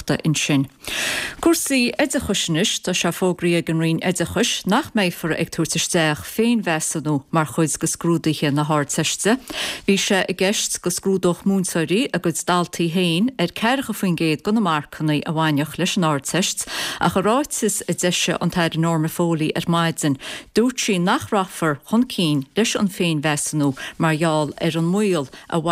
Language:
Irish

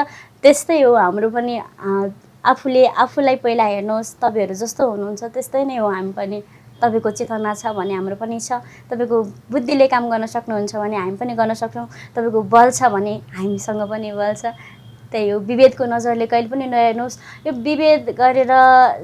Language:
Nepali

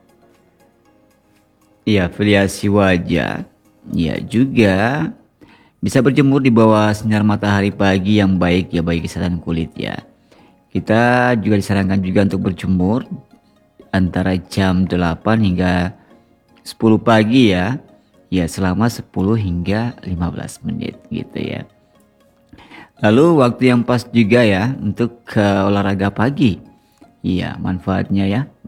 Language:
Indonesian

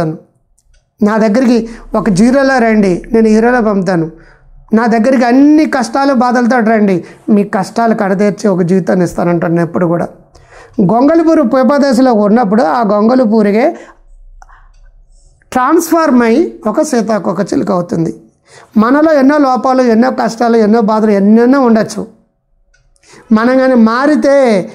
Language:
Telugu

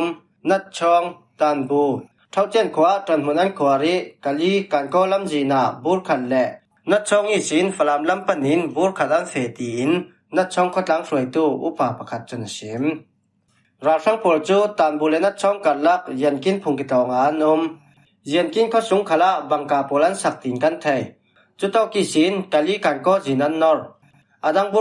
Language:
Falam Chin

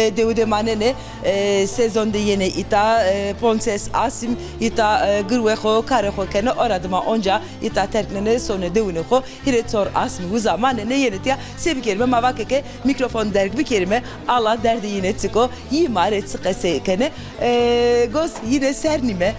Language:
Zaza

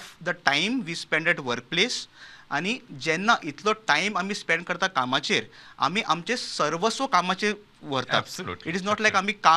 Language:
Konkani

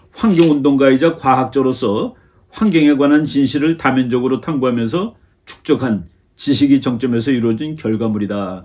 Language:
Korean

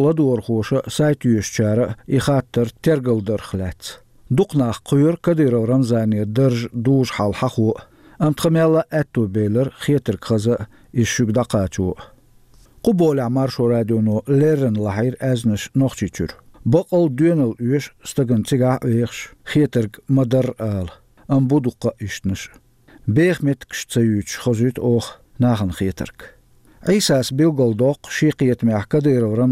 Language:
Chechen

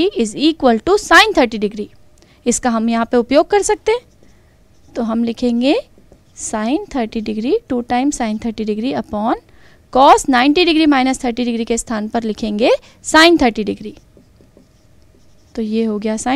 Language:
Hindi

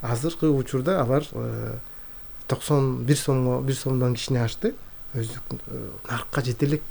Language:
Kyrgyz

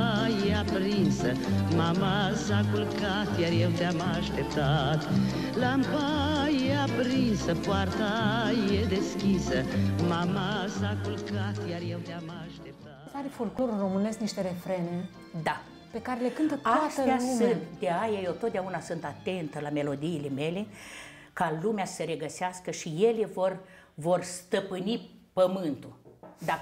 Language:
Romanian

